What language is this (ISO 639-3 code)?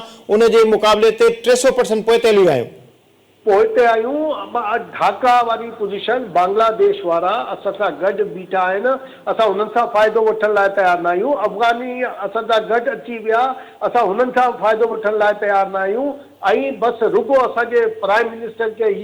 snd